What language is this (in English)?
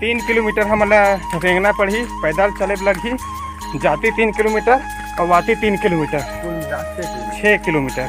Chhattisgarhi